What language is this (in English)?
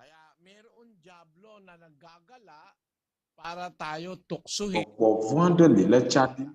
Ewe